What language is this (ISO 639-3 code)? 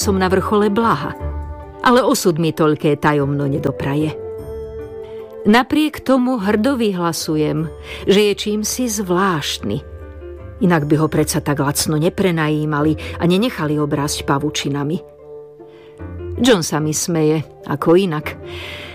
slk